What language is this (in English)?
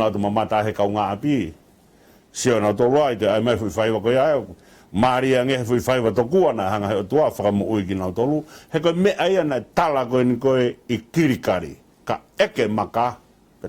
Tongan